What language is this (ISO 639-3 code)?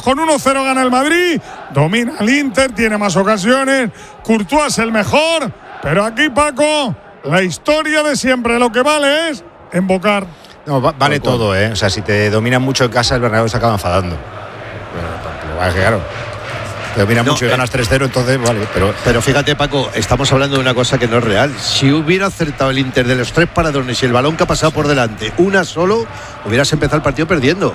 spa